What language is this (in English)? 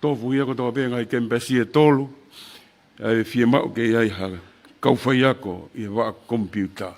Tongan